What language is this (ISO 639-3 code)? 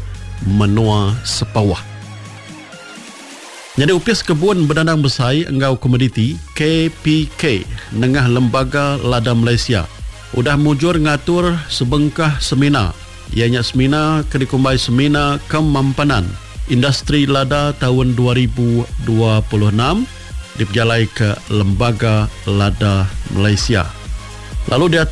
iba